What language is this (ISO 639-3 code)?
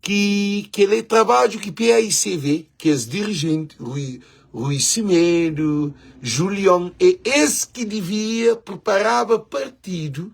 kea